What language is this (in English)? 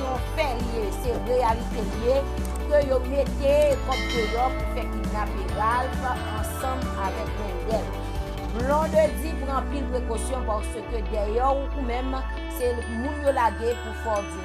Haitian Creole